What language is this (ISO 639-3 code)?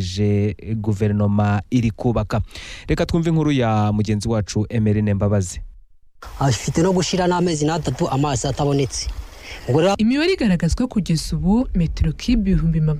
kin